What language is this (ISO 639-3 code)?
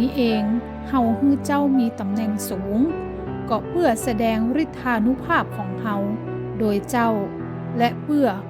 nod